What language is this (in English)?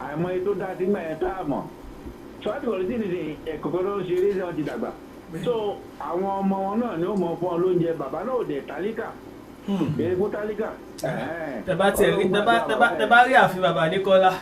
Yoruba